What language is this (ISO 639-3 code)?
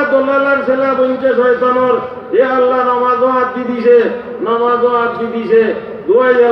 syl